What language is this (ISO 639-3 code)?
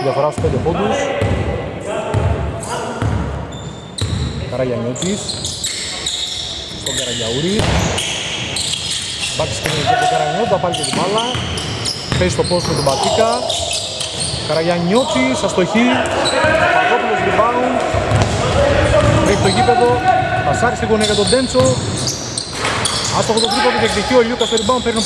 ell